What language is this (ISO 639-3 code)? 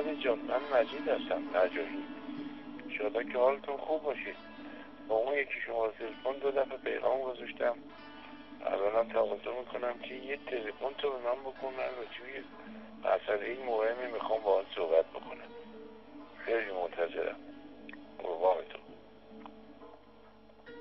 fas